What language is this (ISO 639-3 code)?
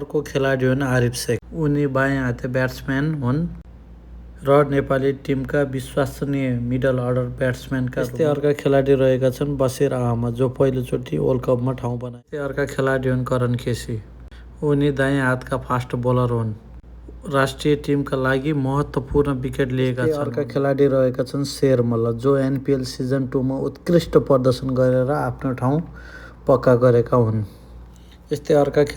nep